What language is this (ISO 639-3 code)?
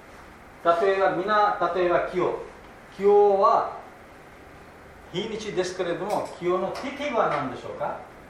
jpn